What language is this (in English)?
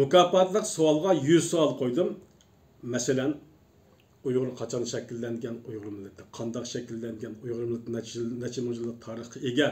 Uyghur